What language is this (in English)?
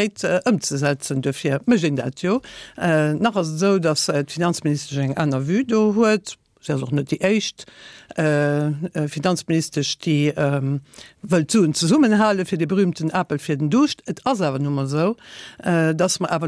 Luxembourgish